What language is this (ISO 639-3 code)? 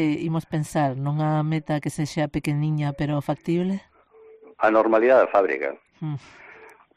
glg